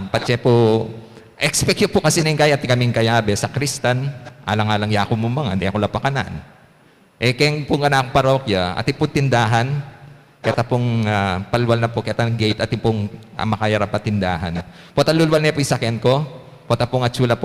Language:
Pampanga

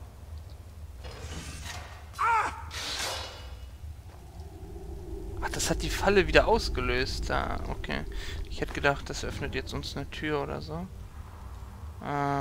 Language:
German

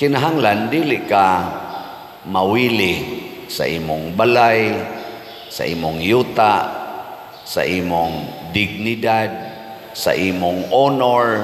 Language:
Cebuano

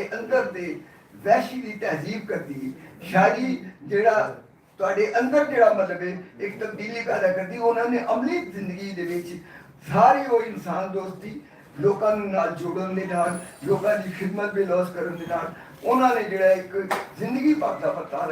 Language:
Western Panjabi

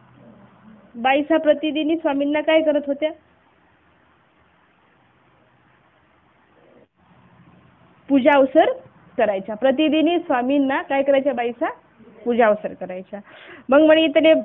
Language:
Marathi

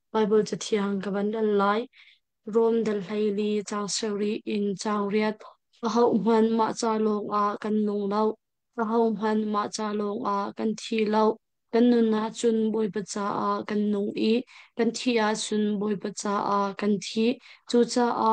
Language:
Hakha Chin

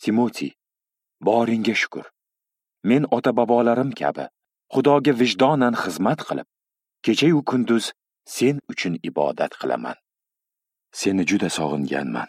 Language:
Uzbek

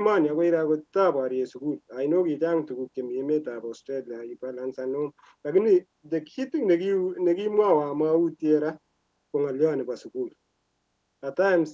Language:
Kalenjin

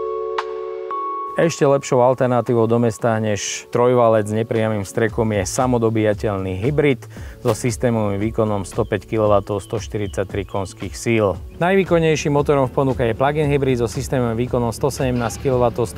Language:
Slovak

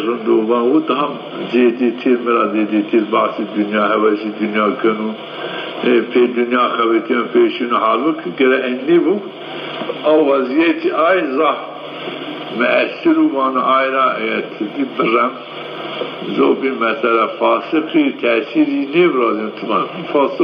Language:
Zaza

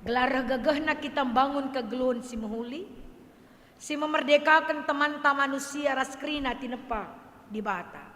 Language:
Batak Karo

